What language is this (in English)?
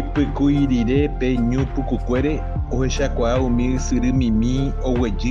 Guarani